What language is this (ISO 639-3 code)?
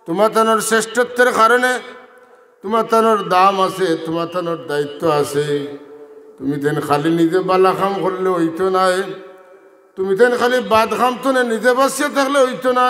syl